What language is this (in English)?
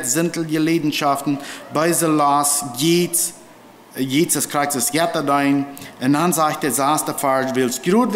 Plautdietsch